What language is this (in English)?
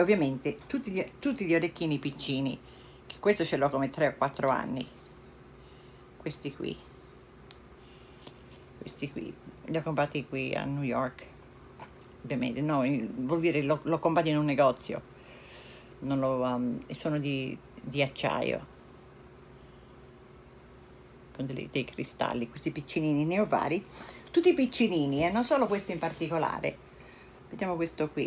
Italian